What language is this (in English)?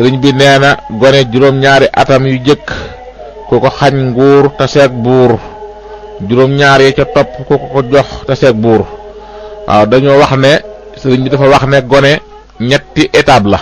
Wolof